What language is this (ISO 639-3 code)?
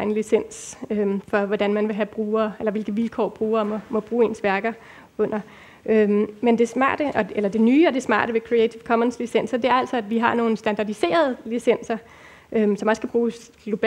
dan